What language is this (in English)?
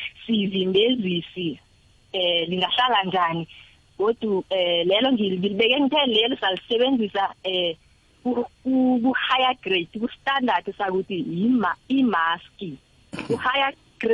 South Ndebele